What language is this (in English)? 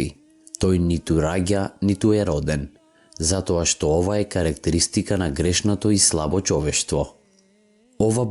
Macedonian